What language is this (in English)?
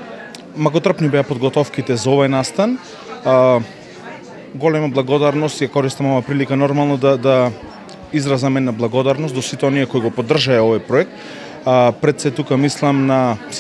Macedonian